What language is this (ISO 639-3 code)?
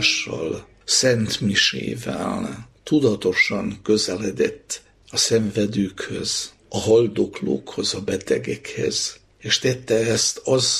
hun